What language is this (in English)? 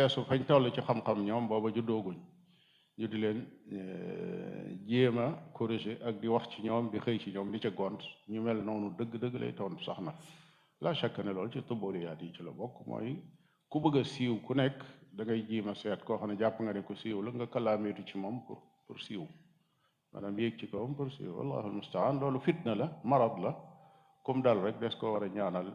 Wolof